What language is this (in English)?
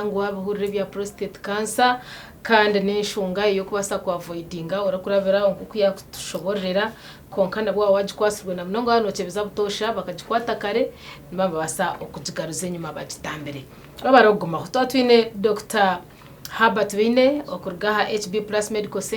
Nyankole